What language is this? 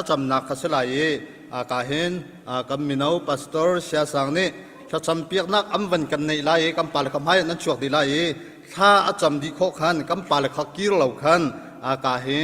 Hakha Chin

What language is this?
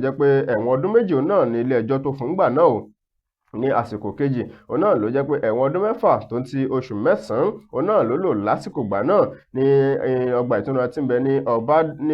Yoruba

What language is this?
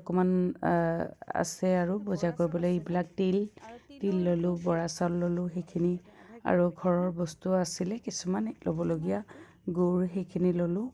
Assamese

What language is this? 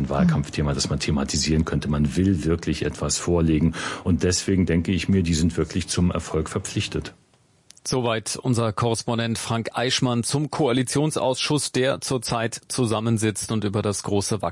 German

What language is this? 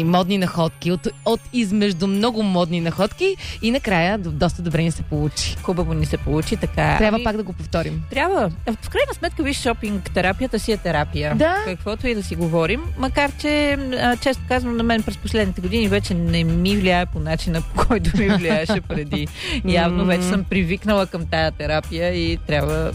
Bulgarian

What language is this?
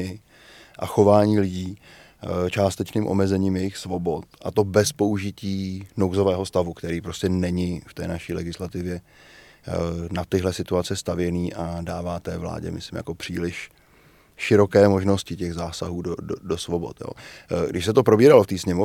Czech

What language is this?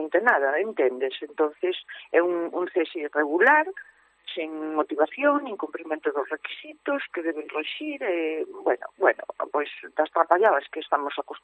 Galician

